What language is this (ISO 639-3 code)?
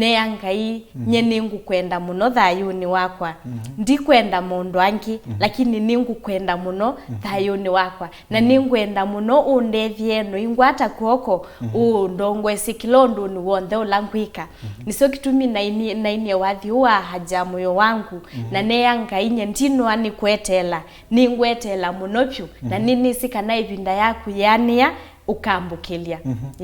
kam